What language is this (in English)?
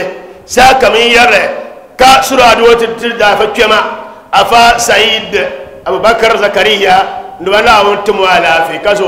Dagbani